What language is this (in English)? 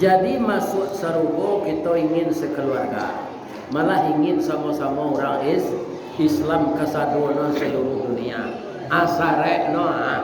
Minangkabau